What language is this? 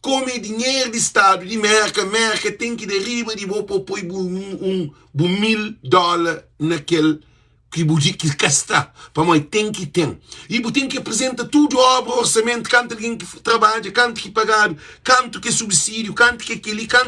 Kabuverdianu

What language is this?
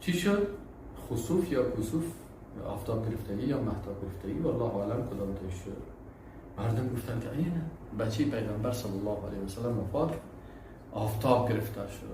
Persian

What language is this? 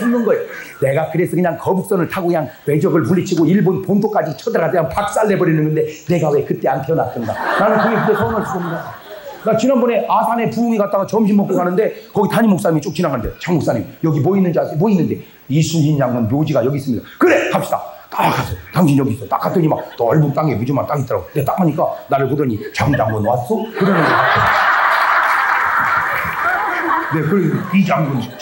Korean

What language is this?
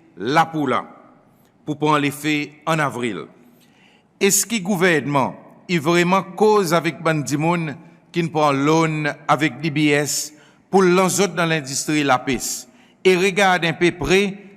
Seselwa Creole French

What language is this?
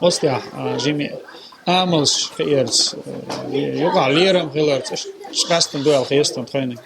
Chechen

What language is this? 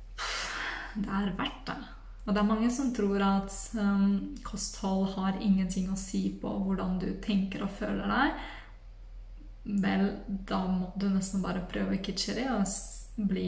Norwegian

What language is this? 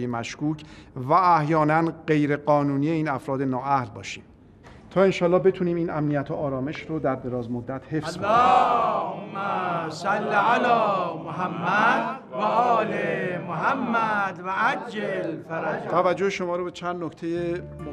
Persian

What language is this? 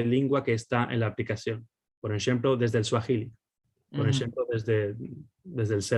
Ladino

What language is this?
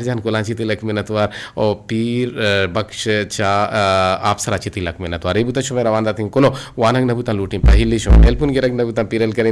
Eastern Balochi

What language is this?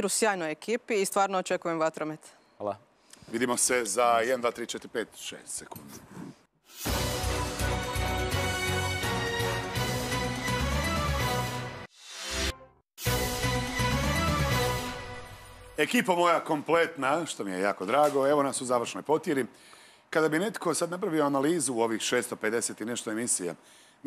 Croatian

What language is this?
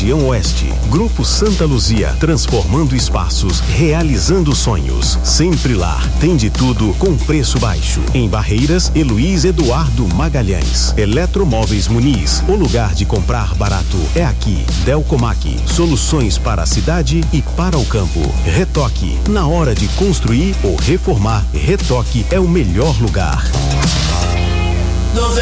Portuguese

